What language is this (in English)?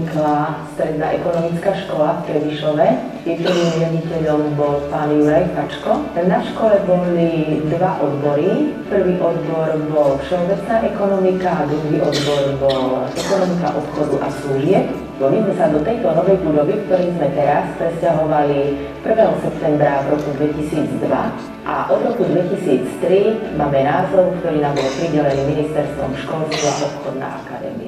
Slovak